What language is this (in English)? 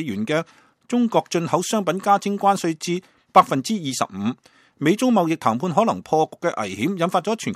Cantonese